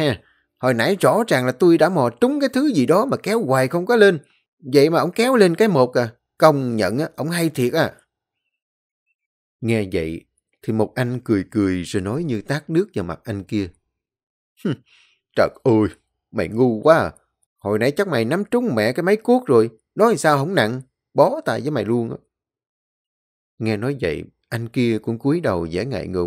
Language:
Vietnamese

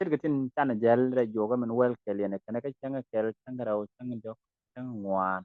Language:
Nuer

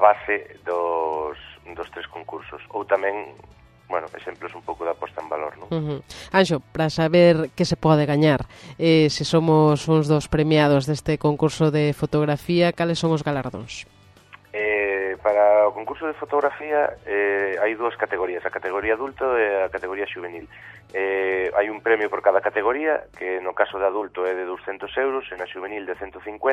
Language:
Galician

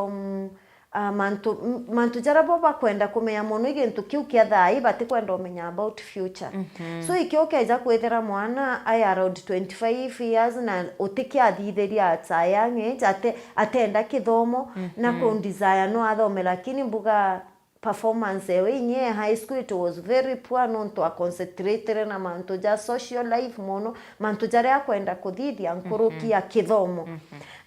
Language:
Meru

